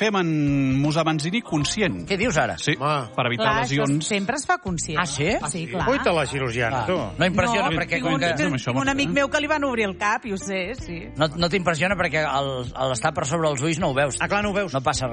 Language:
Catalan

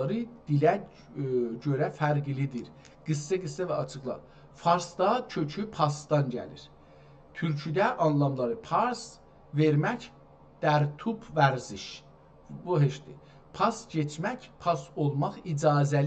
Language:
South Azerbaijani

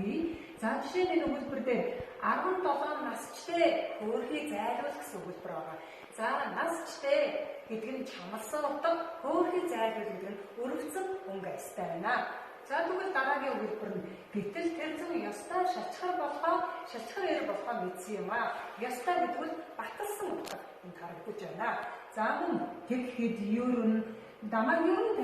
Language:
Mongolian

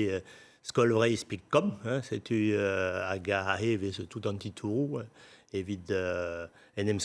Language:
Breton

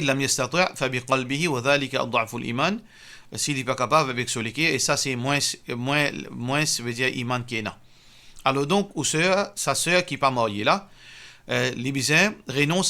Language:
Morisyen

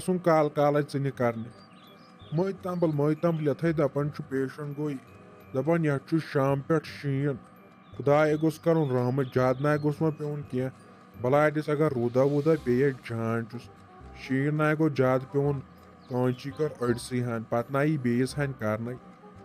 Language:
Kashmiri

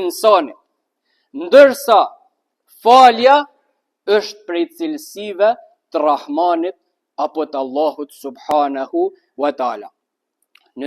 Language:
Albanian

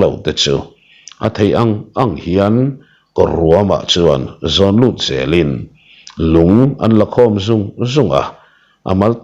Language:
Mizo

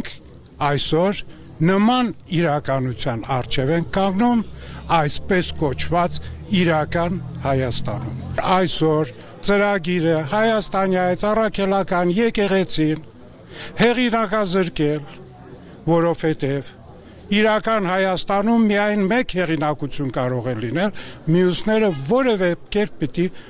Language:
Armenian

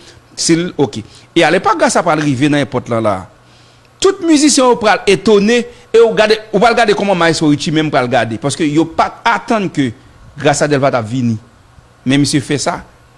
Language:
Haitian Creole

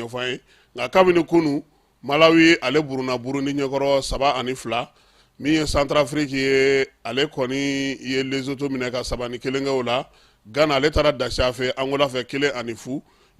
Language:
Bambara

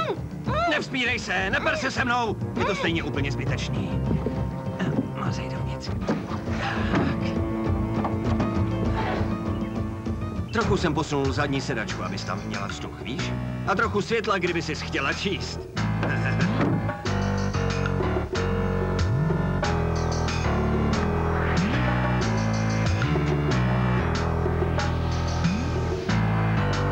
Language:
Czech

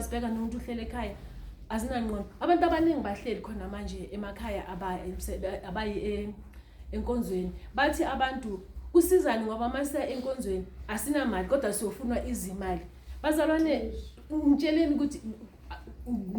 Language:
Zulu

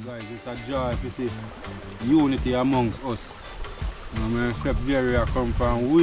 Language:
Jamaican Creole English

